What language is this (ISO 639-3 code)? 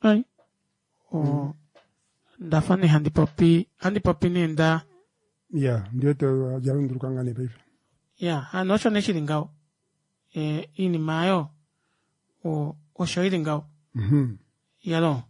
kua